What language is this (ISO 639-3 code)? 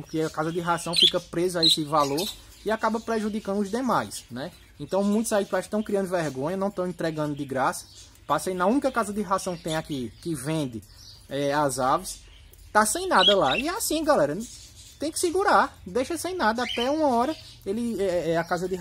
por